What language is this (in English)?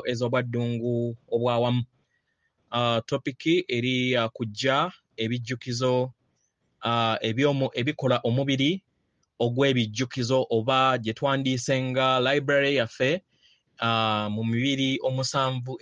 Ganda